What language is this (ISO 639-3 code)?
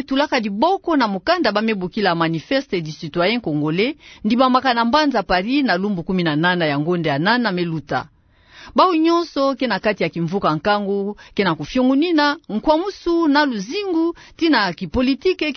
ktu